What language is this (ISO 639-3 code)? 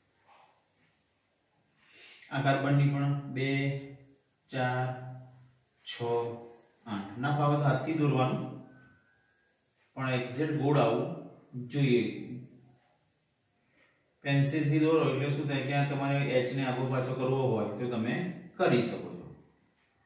guj